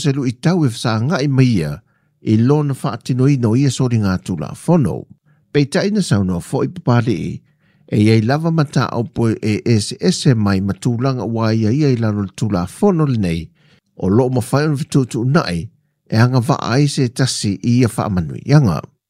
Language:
Samoan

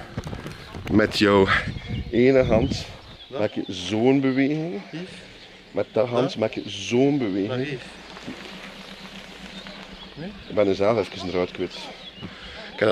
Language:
Dutch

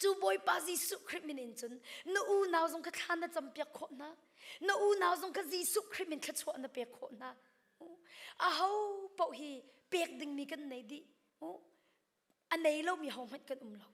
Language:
Hakha Chin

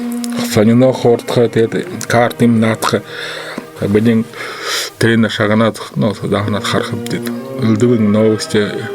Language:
Buriat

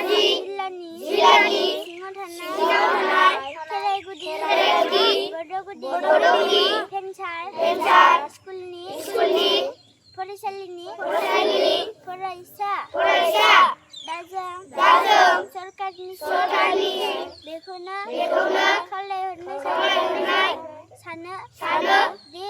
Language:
Bodo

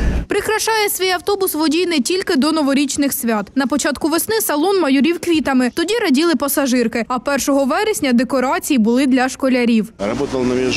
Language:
Ukrainian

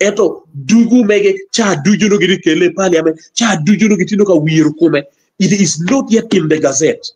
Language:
Acoli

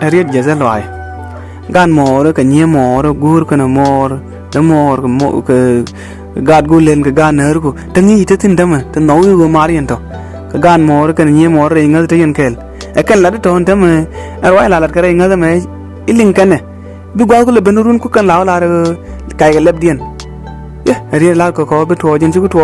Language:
Nuer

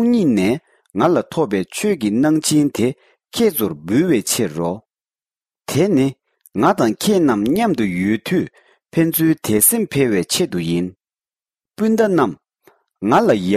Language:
Tibetan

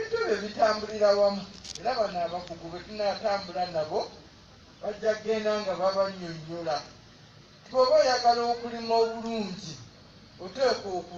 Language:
Ganda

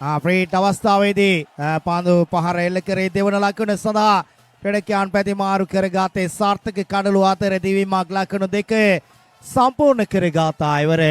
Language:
Sinhala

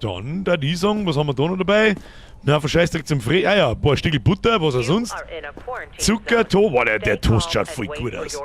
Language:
Bavarian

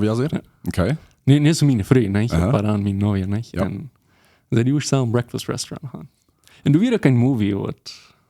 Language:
Plautdietsch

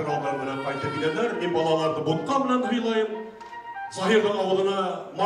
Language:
Bashkir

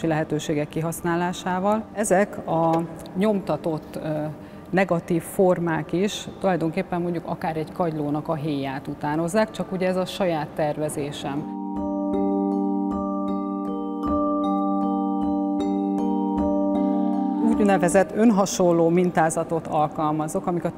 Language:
Hungarian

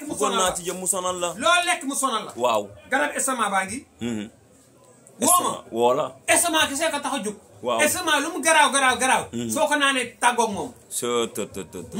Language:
Wolof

